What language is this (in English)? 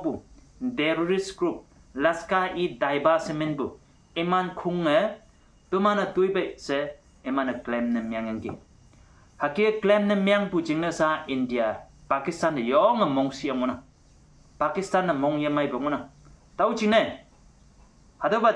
Konyak Naga